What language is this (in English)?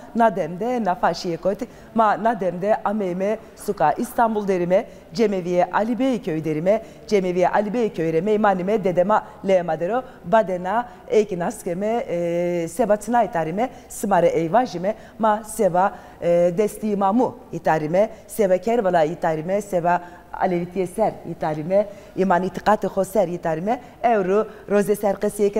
Zaza